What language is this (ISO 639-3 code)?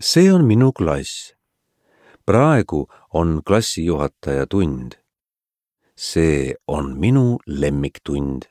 est